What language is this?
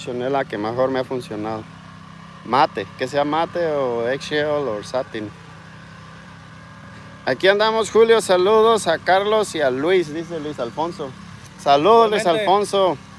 Spanish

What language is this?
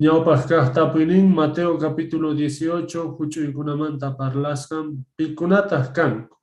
Quechua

